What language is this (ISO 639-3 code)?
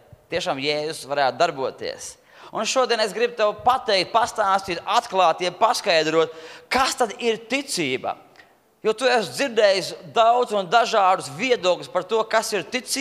lav